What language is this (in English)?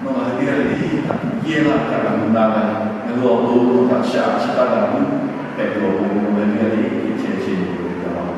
Lahu